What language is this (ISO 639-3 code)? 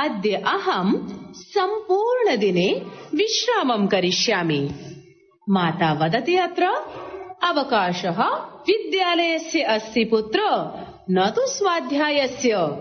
san